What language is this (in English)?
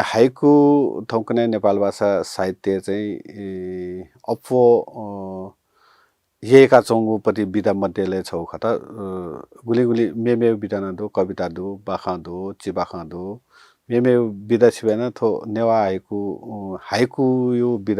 Newari